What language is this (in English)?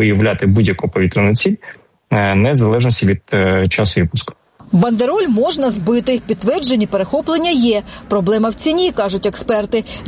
Ukrainian